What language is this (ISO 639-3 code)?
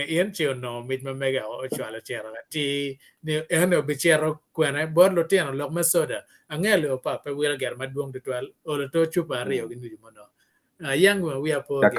ach